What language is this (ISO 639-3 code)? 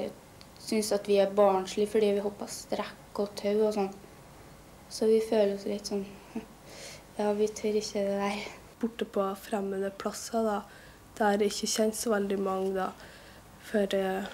nor